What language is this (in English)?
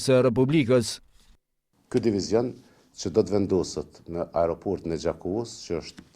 Albanian